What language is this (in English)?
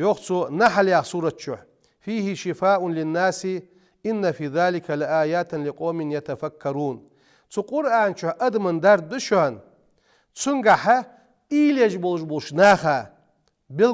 Ingush